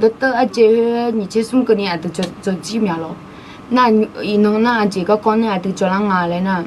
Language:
Akha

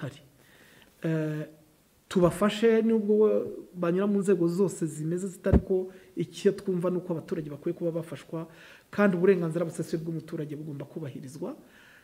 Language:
Kinyarwanda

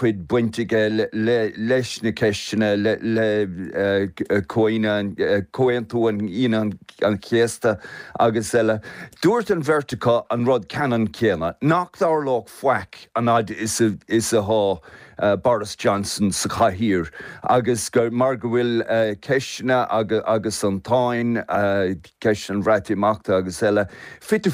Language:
Irish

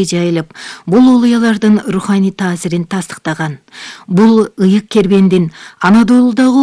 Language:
Kyrgyz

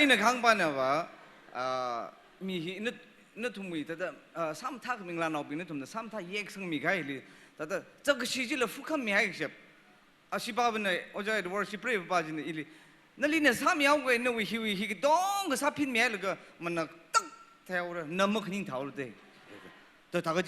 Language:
Tangkhul Naga (India)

